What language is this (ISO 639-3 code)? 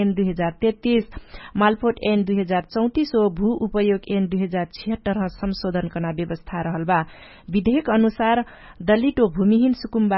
thl